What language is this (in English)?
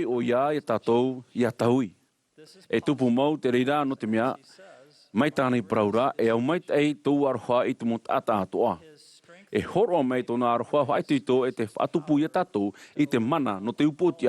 Tahitian